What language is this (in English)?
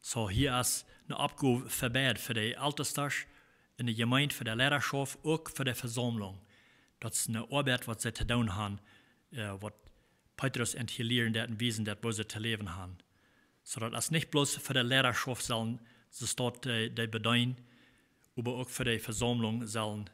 Plautdietsch